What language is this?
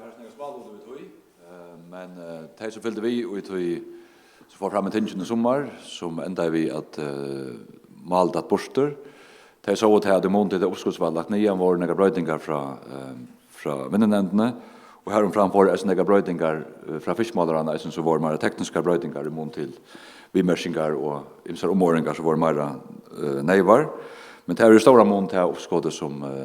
Faroese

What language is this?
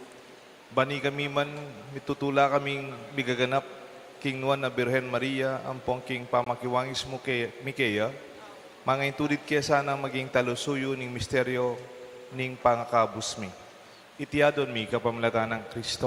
Pampanga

